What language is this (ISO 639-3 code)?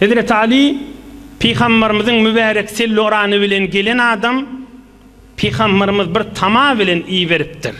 tuk